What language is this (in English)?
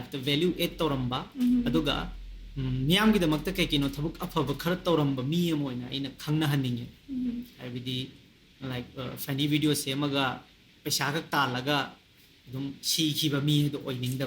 Manipuri